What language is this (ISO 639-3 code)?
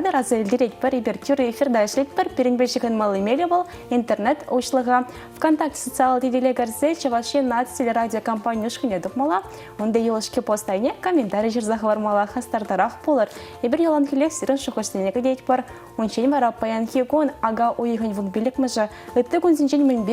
chv